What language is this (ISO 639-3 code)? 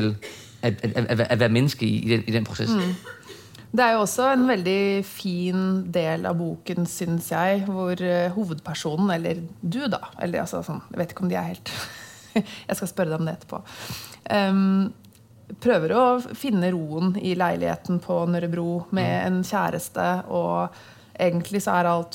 dan